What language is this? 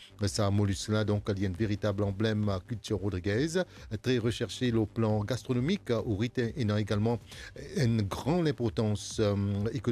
Morisyen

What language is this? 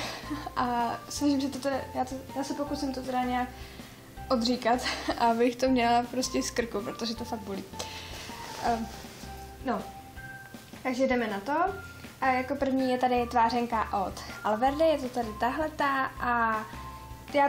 Czech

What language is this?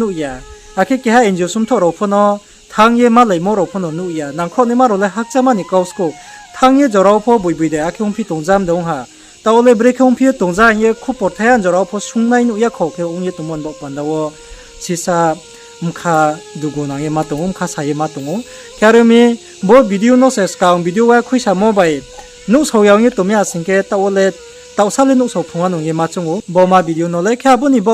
Riang (India)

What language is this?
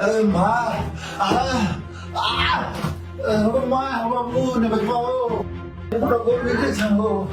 Angika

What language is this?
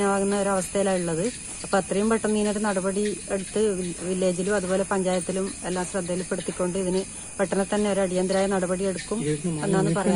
Malayalam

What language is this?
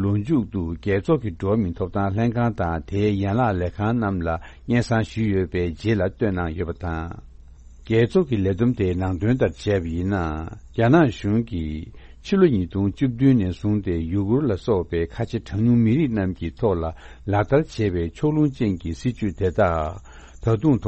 Tibetan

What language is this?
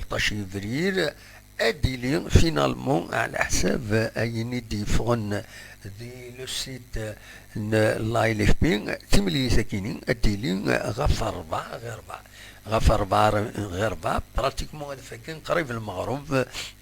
Kabyle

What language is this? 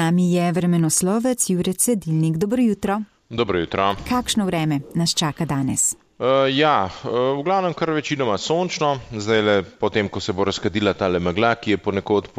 Slovenian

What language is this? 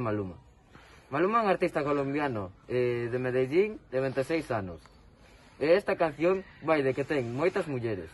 Galician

